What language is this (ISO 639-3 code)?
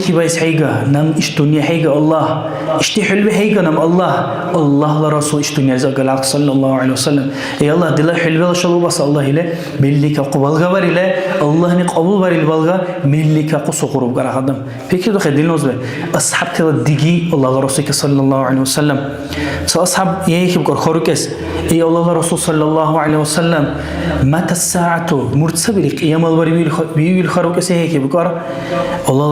dar